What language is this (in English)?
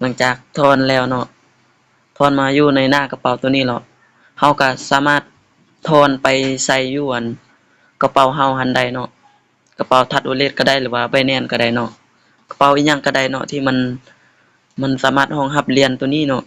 Lao